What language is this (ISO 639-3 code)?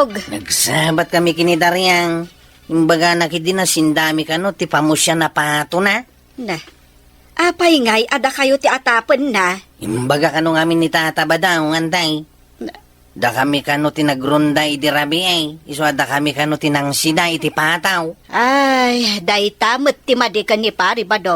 ilo